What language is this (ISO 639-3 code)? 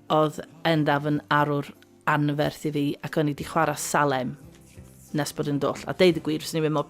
cym